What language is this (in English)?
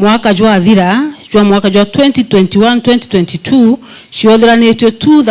Meru